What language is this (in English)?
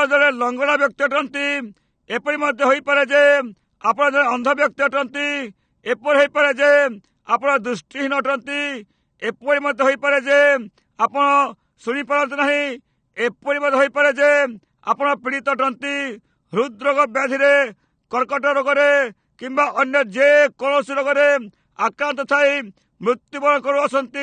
Odia